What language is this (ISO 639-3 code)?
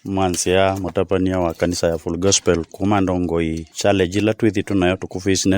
kam